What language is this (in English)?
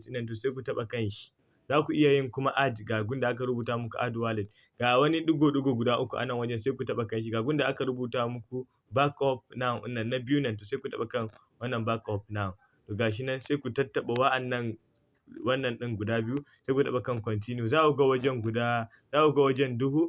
Hausa